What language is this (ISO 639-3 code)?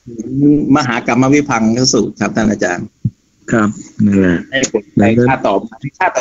tha